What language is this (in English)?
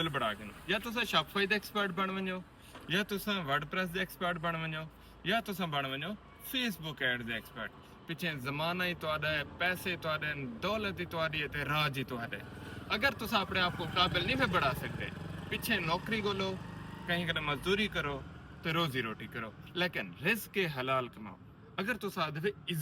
Saraiki